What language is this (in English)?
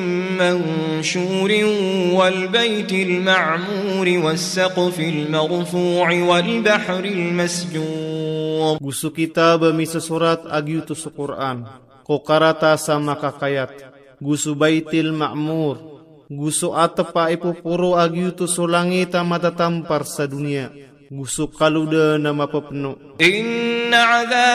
Maranao